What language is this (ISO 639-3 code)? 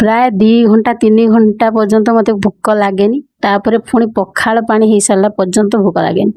ori